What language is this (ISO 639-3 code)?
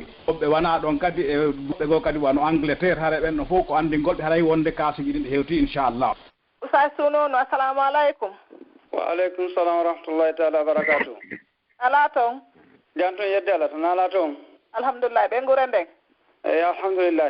fuf